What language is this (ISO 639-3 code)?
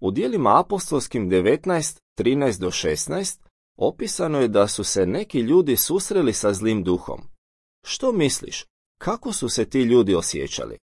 hrv